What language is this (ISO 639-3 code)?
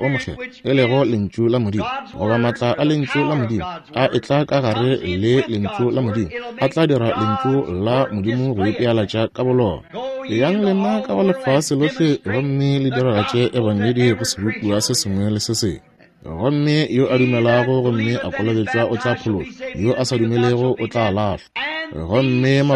nso